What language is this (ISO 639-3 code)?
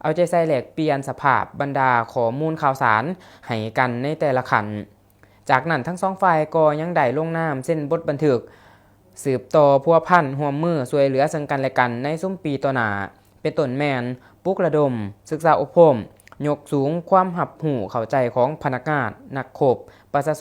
lao